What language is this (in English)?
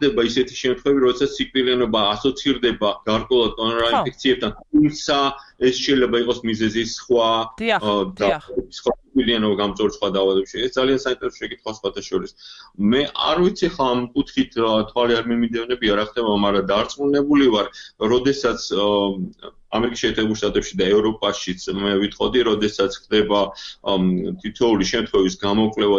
Georgian